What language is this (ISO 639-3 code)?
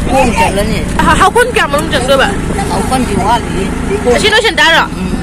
mni